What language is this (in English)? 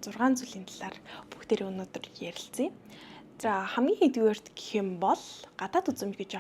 Mongolian